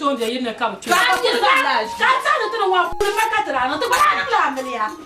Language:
Dagbani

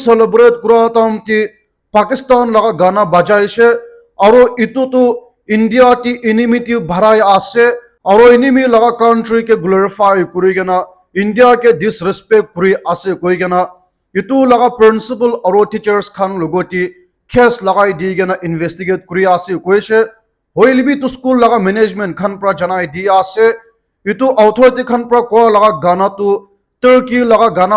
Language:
Naga Pidgin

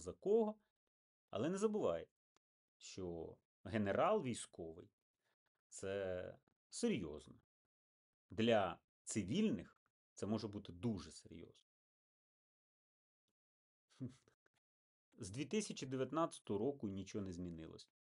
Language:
Ukrainian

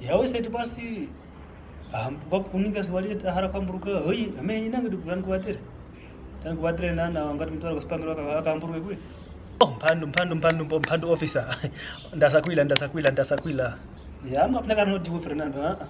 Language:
Kwangali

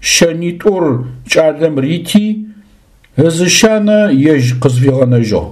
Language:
Adyghe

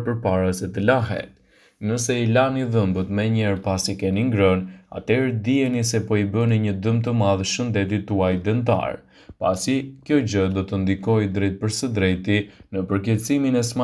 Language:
Albanian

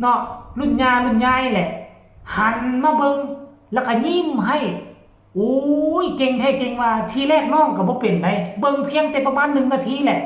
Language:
Northeastern Thai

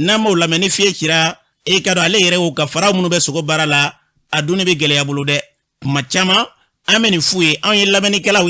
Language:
Bambara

